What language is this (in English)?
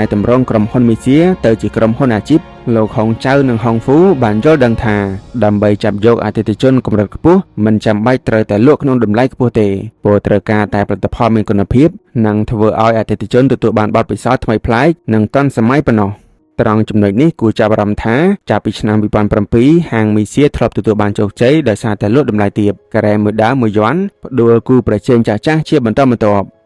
Khmer